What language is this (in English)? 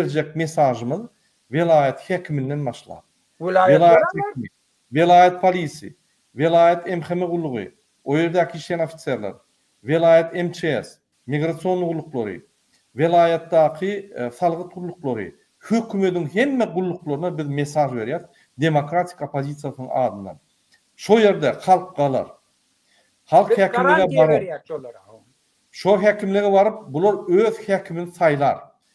Turkmen